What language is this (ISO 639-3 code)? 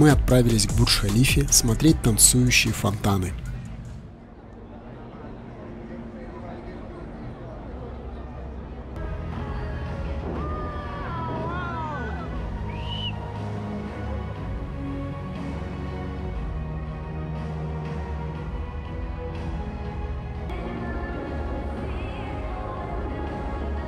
rus